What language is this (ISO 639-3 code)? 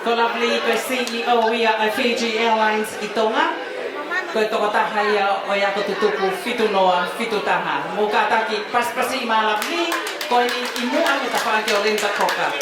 ton